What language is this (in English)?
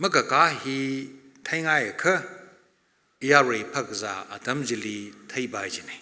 Tangkhul Naga (India)